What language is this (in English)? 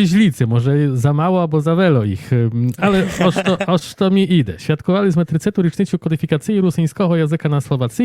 Rusyn